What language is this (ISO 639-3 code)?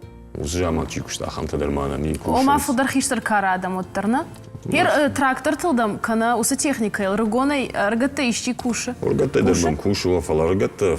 oss